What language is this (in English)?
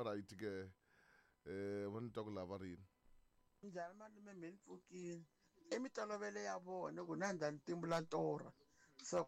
Tsonga